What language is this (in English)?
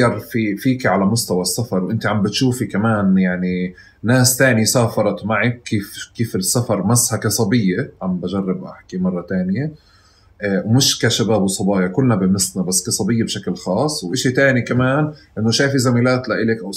North Levantine Arabic